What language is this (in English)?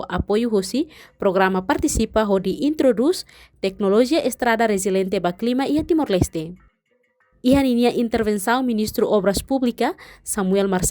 Tetum